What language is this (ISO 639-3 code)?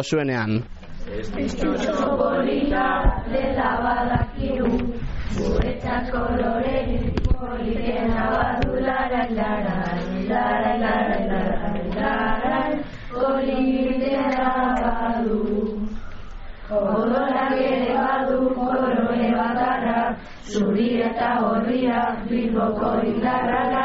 eus